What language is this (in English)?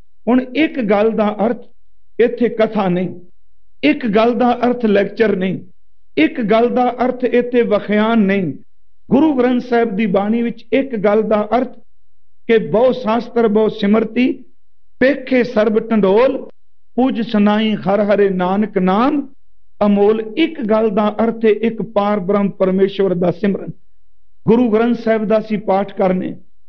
Punjabi